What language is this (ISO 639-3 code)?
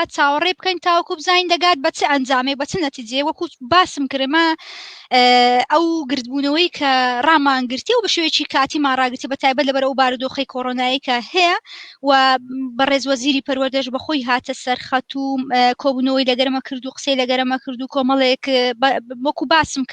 ckb